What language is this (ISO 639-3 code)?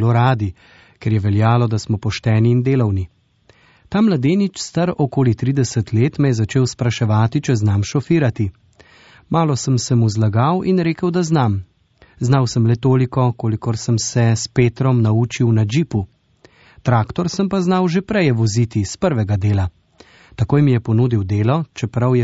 slv